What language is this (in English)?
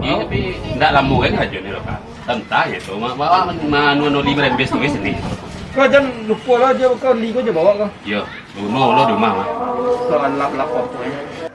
Minangkabau